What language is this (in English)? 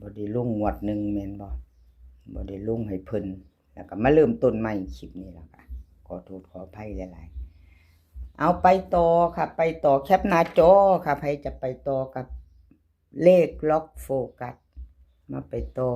Northeastern Thai